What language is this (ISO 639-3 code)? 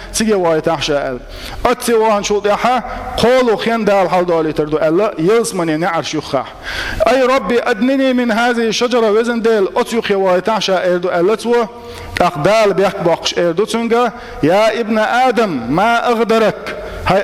che